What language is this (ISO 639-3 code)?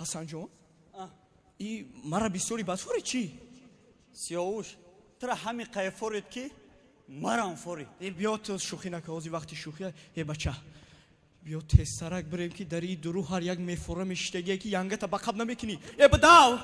tgk